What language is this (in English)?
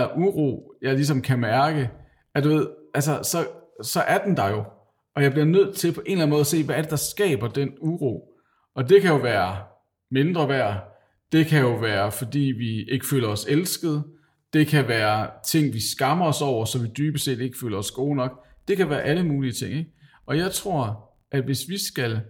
Danish